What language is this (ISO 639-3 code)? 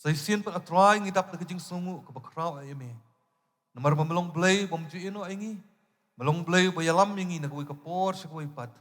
kha